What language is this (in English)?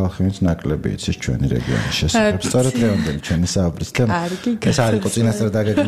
Georgian